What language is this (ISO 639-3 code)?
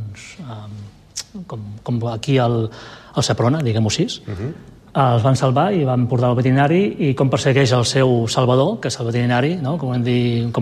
cat